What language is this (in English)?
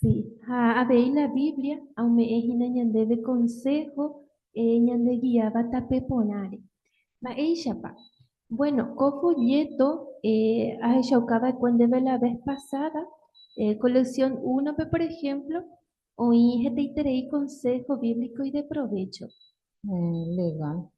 Guarani